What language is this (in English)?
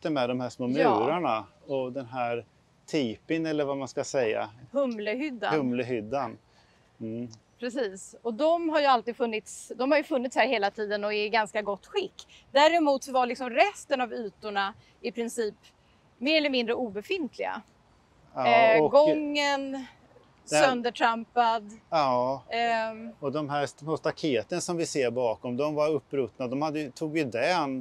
Swedish